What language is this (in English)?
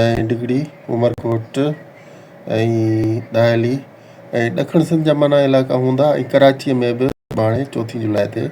Sindhi